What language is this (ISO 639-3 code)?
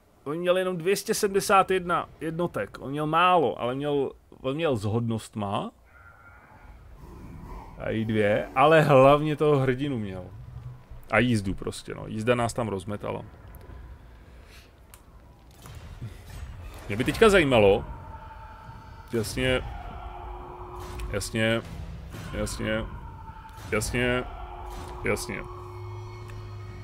ces